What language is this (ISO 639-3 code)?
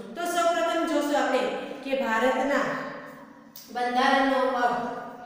guj